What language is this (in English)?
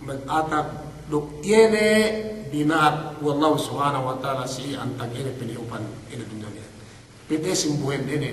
Yakan